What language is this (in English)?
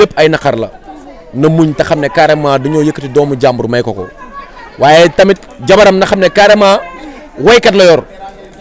Wolof